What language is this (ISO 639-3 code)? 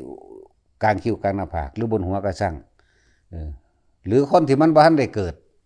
tts